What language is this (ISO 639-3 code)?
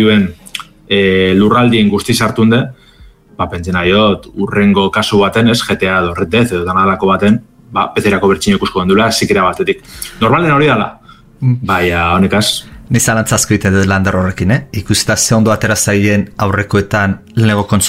eus